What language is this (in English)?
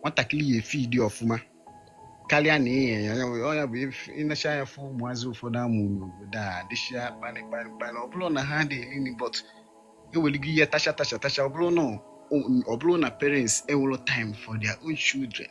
Igbo